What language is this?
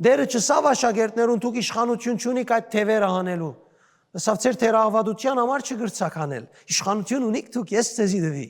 Western Armenian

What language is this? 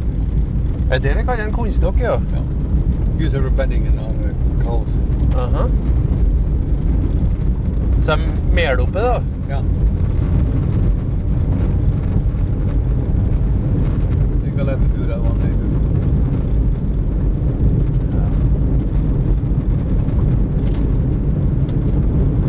Norwegian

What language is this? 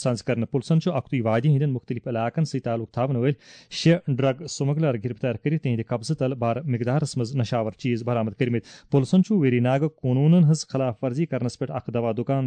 Kashmiri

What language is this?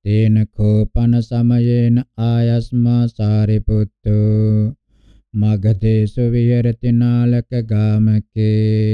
Pali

